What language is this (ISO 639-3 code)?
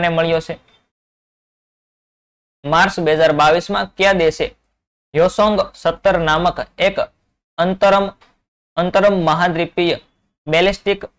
guj